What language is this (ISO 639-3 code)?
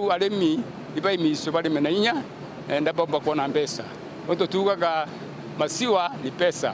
mer